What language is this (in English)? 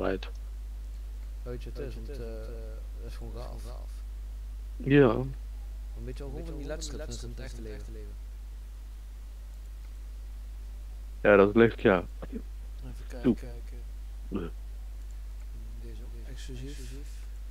Dutch